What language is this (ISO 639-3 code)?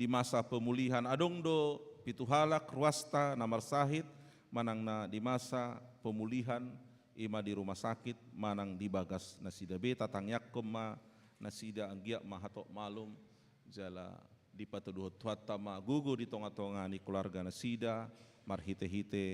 bbc